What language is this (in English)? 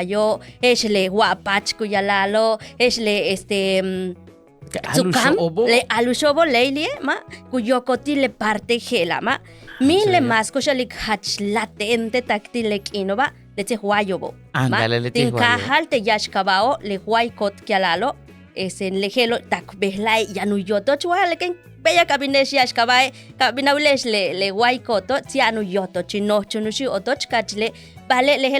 Yucateco